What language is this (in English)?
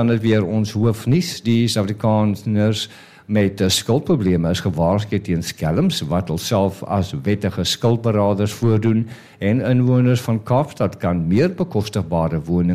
Afrikaans